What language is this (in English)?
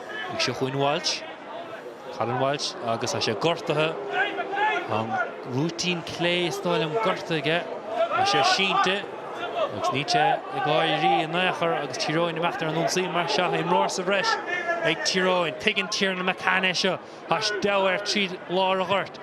Irish